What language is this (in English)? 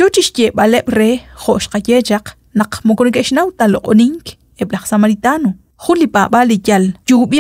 Kekchí